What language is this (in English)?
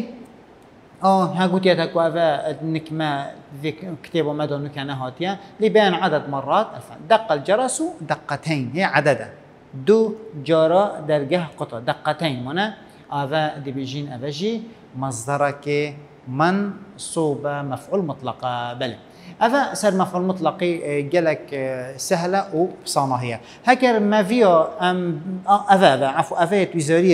Arabic